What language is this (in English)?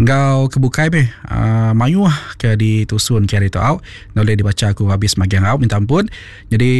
Iban